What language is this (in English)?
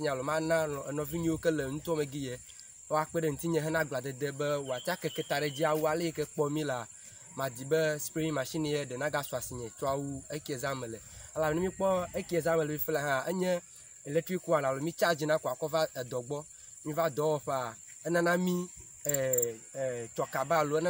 Ewe